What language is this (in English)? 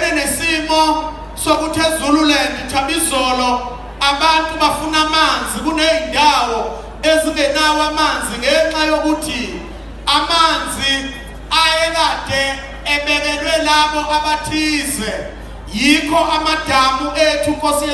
Zulu